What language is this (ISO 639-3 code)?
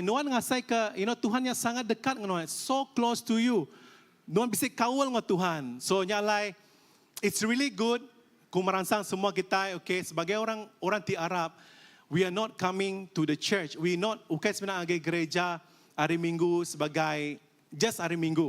iba